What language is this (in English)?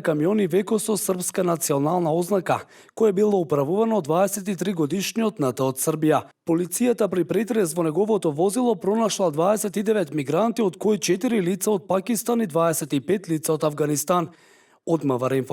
Macedonian